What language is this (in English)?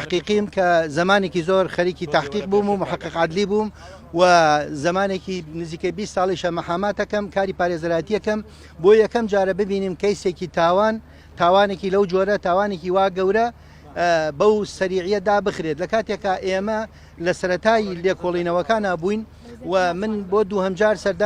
Central Kurdish